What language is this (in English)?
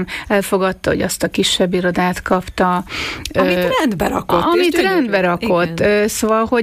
Hungarian